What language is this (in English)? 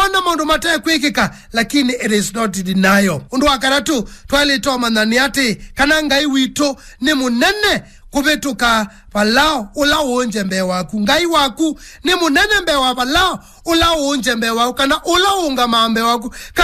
Kamba